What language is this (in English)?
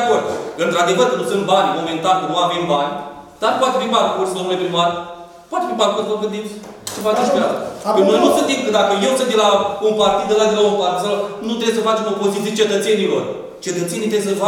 Romanian